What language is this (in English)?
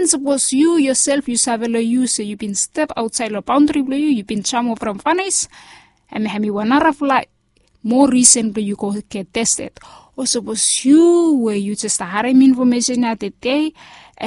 Bislama